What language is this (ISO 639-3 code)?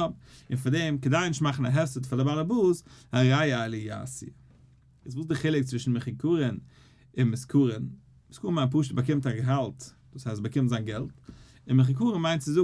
yid